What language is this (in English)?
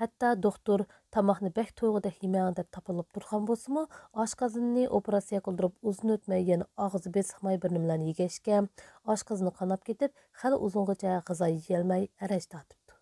Uyghur